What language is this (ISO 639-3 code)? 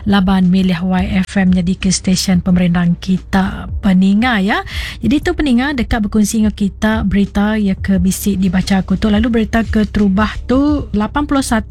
iba